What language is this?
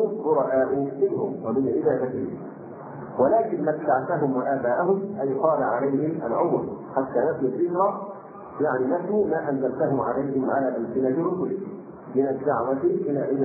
Arabic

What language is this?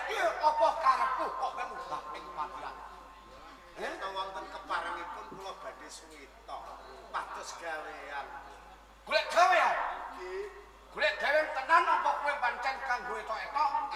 Javanese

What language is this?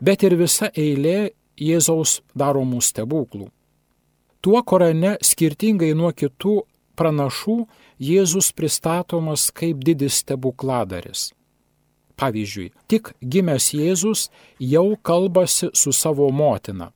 Lithuanian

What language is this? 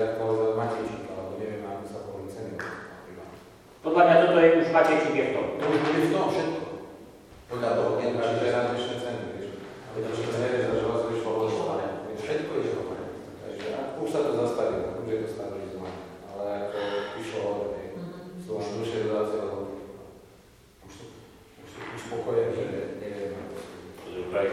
Slovak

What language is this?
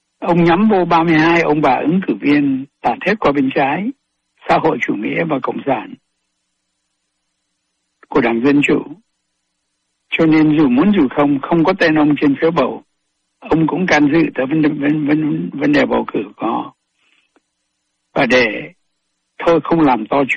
Vietnamese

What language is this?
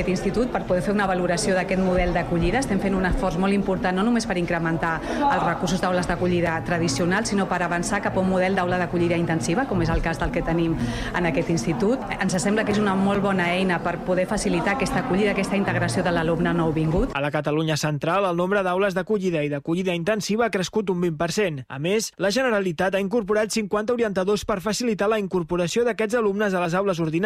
Catalan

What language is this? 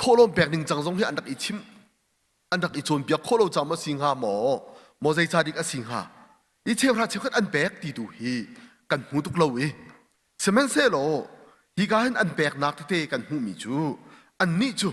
Hakha Chin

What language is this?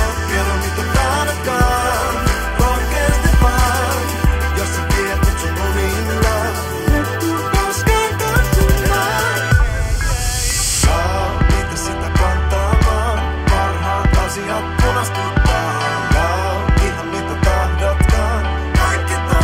Finnish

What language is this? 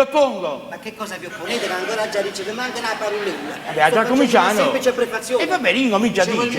Neapolitan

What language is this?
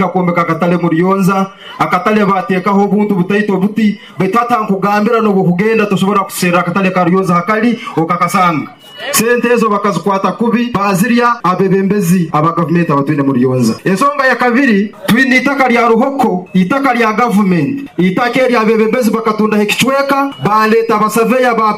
Nyoro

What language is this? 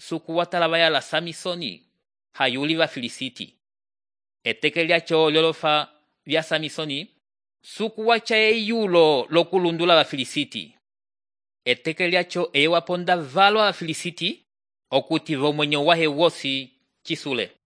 Umbundu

